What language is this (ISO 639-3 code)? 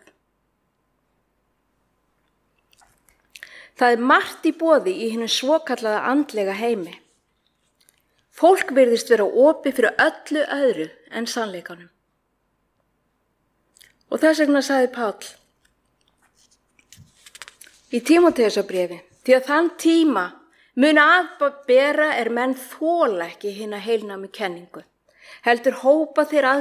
isl